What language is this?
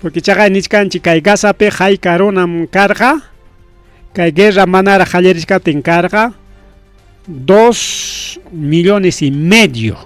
Ayacucho Quechua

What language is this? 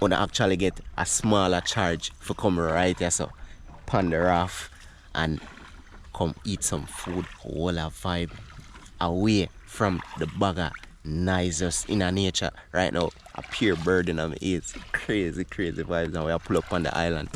Jamaican Creole English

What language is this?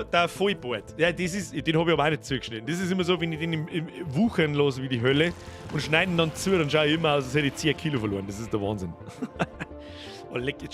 Bavarian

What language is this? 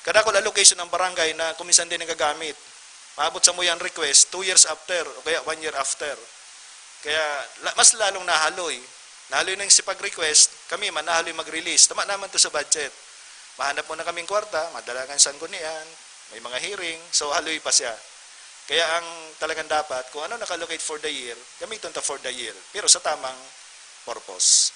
Bikol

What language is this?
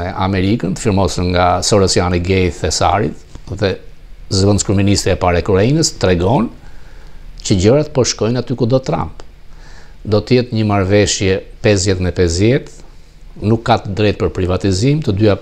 Albanian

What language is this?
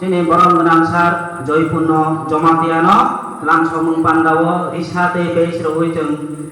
Kok Borok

